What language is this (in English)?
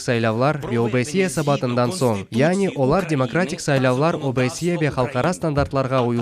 Crimean Tatar